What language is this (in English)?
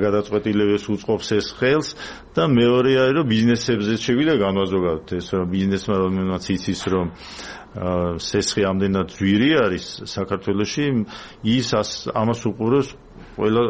Georgian